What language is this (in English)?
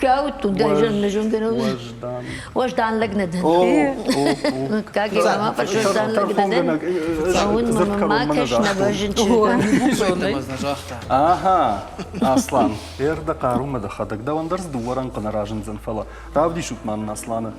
Ossetic